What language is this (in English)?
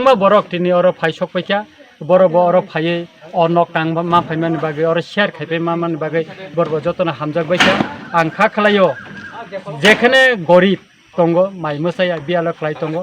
Kok Borok